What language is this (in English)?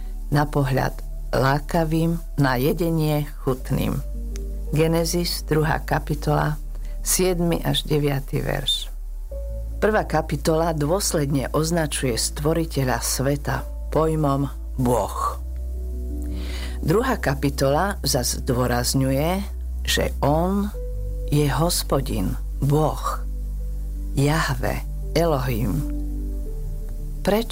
Slovak